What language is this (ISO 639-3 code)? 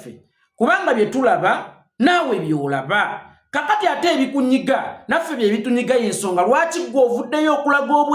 lug